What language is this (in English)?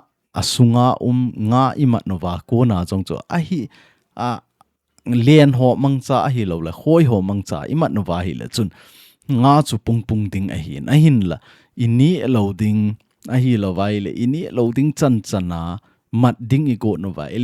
Thado Chin